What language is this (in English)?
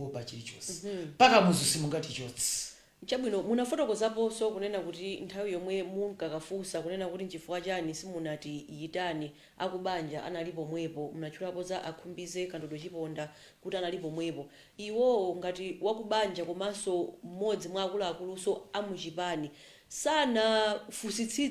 Nyanja